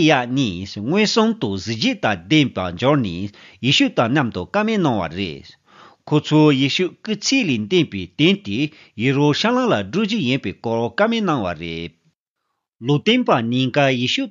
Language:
Tibetan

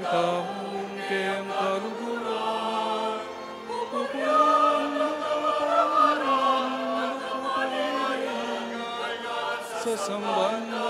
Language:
Pampanga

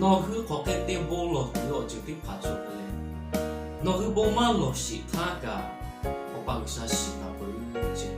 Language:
Lahu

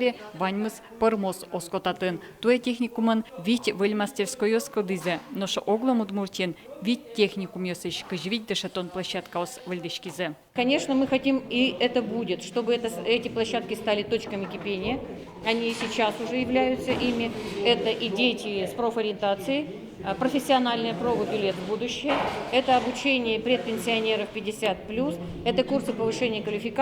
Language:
Udmurt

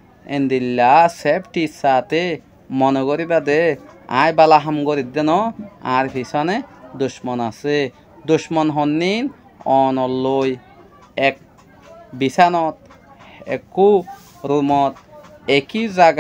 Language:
Rohingya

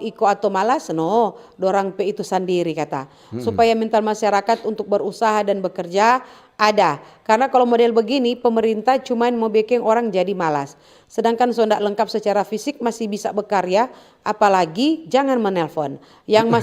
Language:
Manado Malay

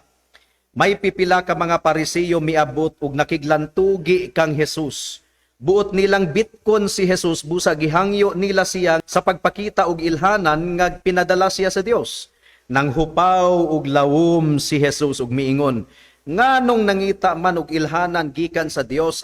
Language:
Cebuano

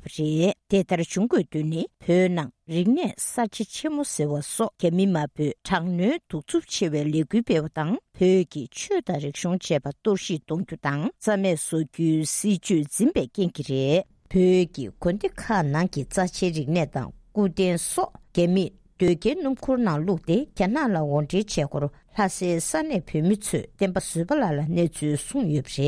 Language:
Tibetan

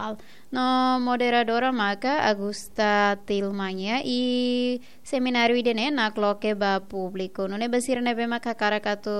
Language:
Tetum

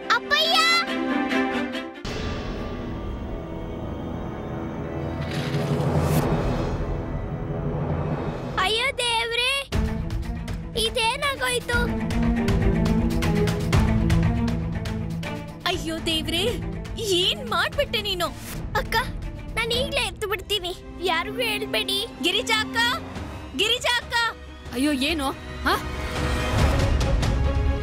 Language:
Kannada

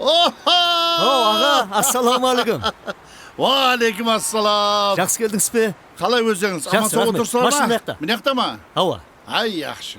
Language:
Kara-Kalpak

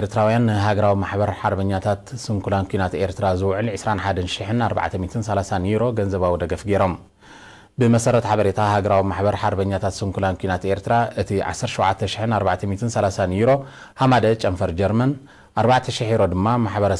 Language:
Tigrinya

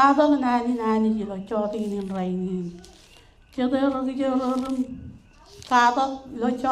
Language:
Marshallese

